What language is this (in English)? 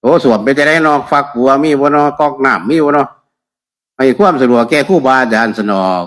Northeastern Thai